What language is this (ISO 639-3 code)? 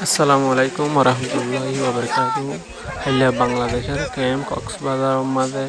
rhg